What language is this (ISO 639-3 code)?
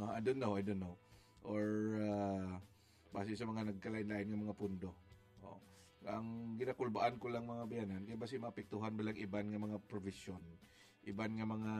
hil